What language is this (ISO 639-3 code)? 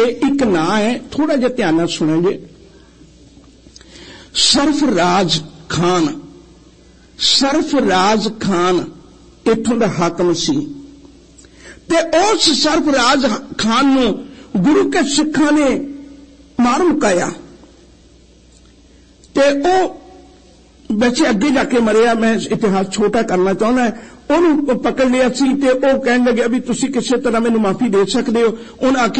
pan